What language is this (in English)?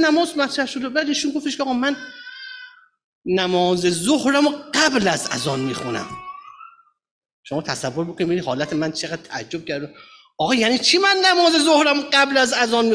Persian